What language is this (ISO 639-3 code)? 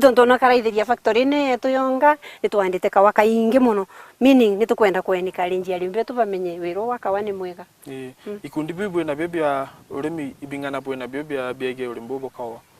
mer